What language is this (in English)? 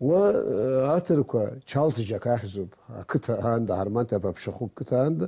Abkhazian